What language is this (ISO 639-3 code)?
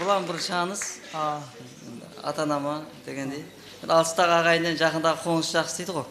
kaa